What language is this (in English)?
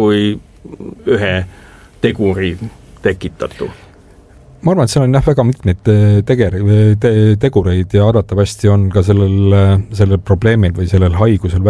Estonian